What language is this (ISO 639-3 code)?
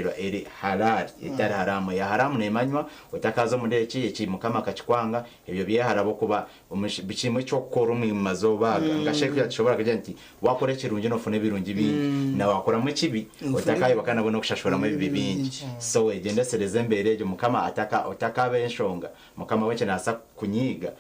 nyn